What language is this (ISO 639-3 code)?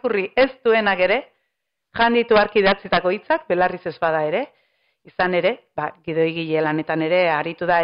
eus